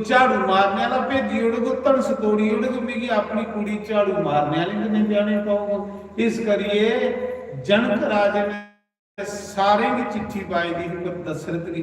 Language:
Dogri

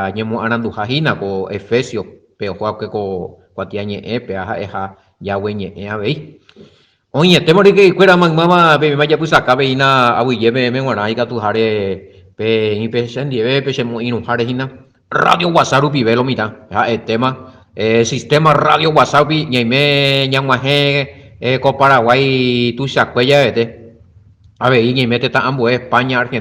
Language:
Guarani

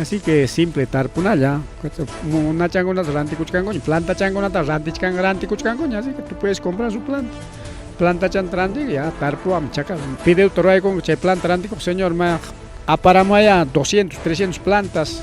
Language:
Ayacucho Quechua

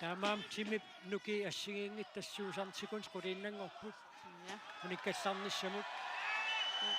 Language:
Kalaallisut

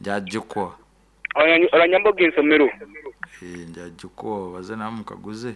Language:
Nyoro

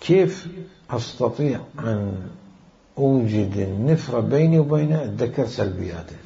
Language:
Mesopotamian Arabic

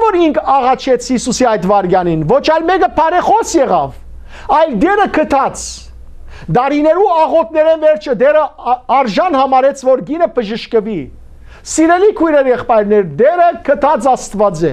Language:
Western Armenian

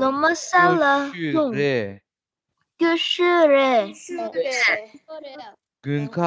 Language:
Tibetan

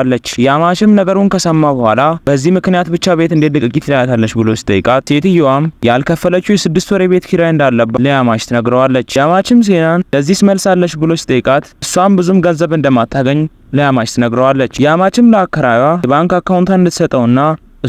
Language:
Amharic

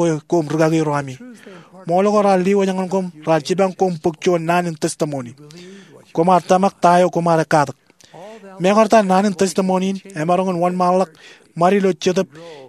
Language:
Marshallese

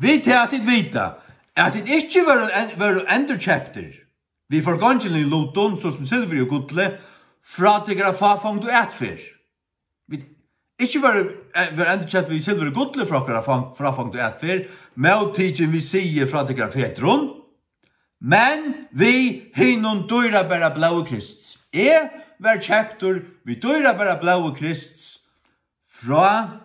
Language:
Faroese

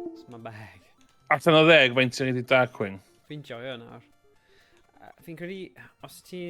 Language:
Welsh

